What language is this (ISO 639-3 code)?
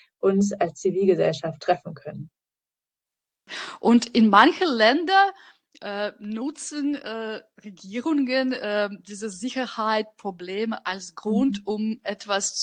deu